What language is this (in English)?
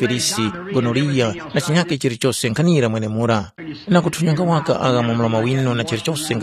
Tumbuka